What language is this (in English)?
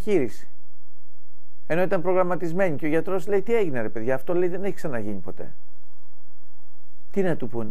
Greek